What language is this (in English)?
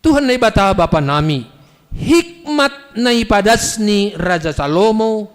Batak Simalungun